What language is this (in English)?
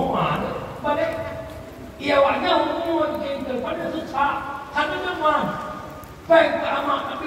Achinese